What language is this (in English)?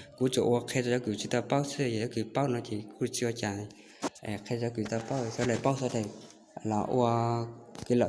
Hmong